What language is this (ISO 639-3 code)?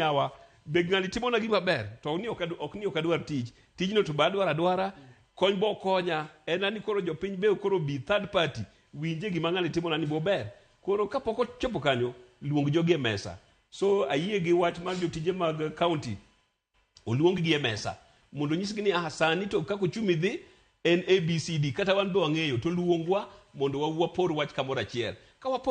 luo